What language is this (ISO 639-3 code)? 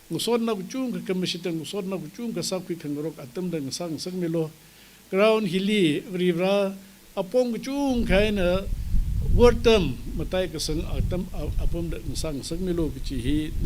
nmf